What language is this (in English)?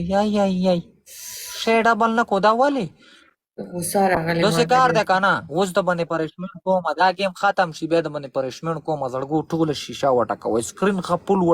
Pashto